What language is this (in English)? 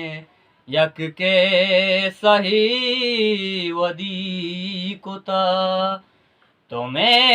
Eastern Balochi